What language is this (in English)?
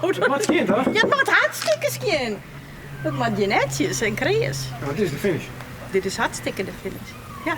Western Frisian